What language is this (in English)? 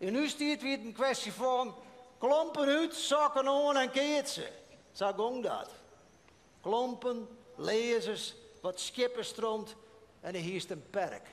Western Frisian